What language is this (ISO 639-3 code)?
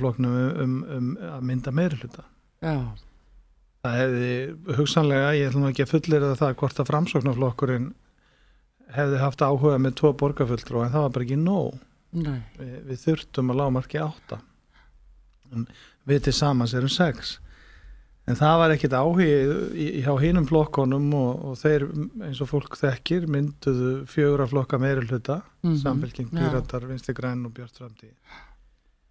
isl